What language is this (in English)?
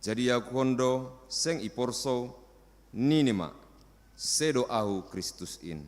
Batak Simalungun